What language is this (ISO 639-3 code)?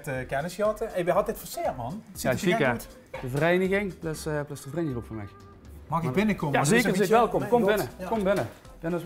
lim